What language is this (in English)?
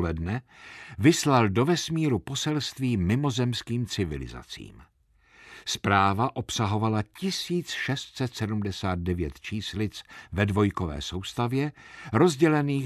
Czech